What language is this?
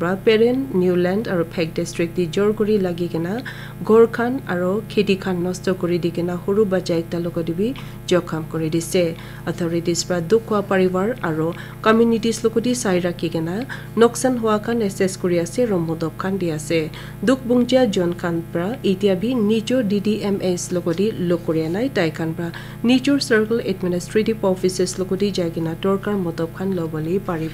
Naga Pidgin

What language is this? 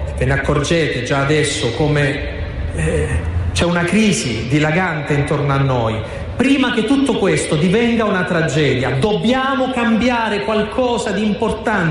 Italian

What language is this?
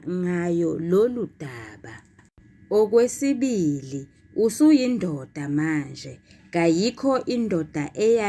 Zulu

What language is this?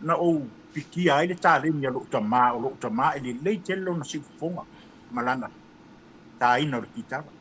Samoan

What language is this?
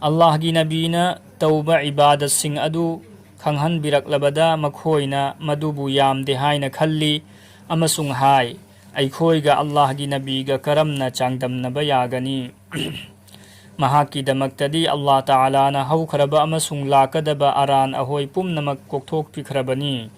Manipuri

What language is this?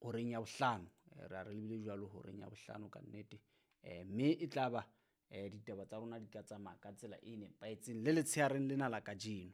Southern Sotho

